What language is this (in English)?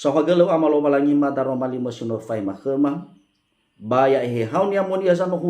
Nias